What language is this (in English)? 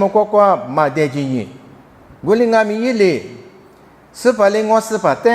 Lisu